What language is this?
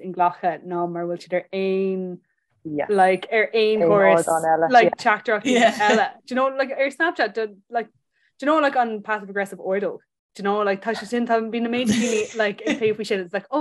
Irish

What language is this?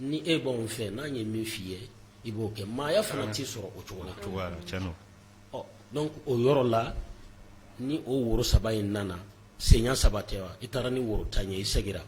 Bambara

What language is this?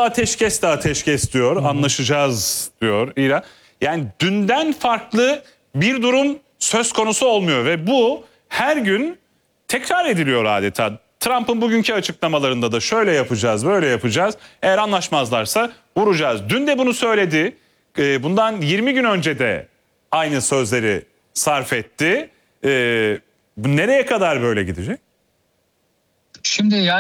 Turkish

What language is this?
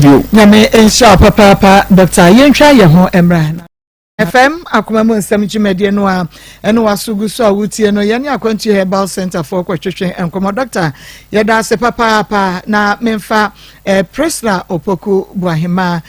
Akan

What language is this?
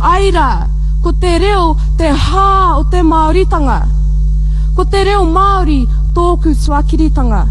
Māori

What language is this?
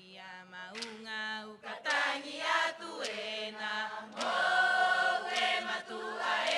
Rapanui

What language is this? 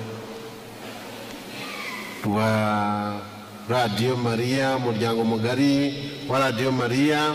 Kinyarwanda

